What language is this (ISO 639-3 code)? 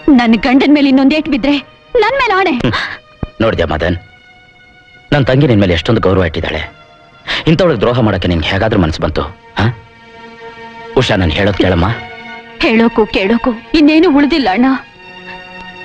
kan